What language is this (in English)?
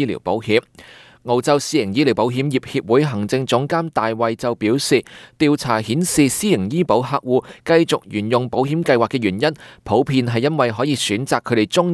Cantonese